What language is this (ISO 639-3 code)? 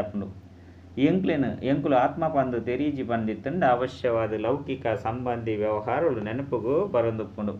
tcy